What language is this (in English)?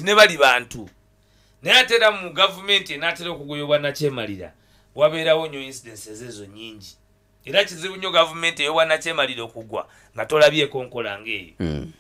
Ganda